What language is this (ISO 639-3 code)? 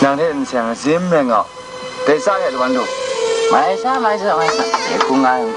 kac